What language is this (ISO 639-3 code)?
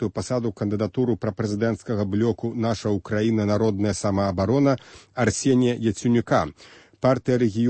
bel